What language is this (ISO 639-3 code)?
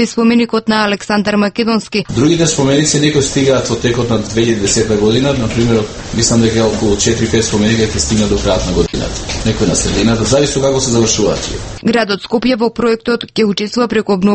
mkd